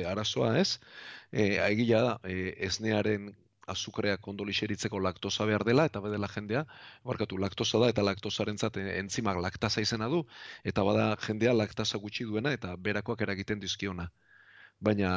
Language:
Basque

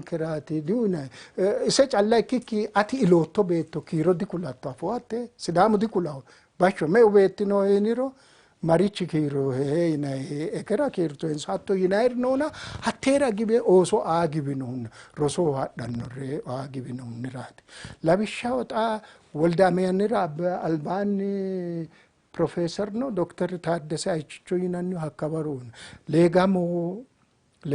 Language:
Sidamo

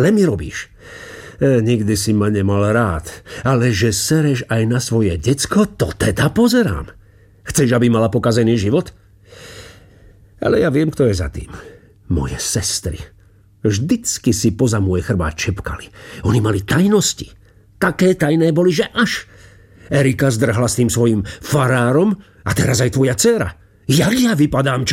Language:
Slovak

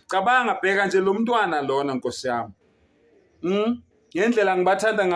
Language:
Zulu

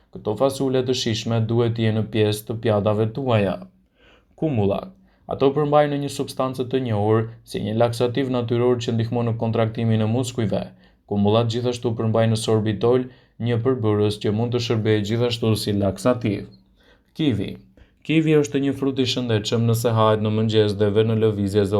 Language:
Albanian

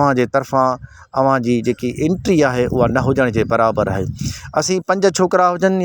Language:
Sindhi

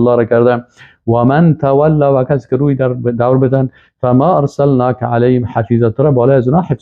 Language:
Persian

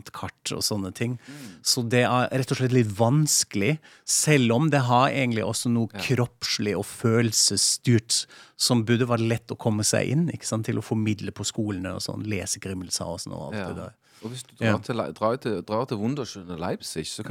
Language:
Norwegian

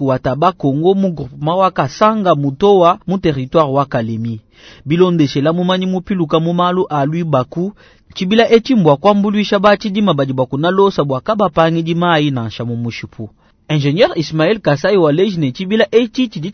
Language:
Luba-Lulua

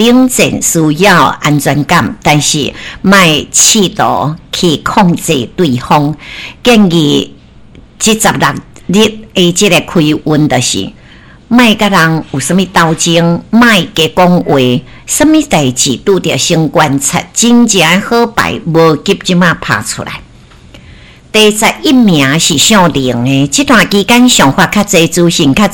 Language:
Min Nan Chinese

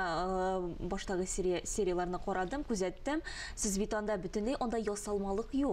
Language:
Tatar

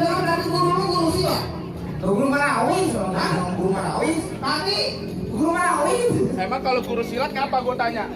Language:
Betawi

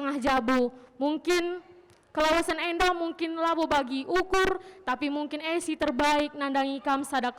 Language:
Batak Karo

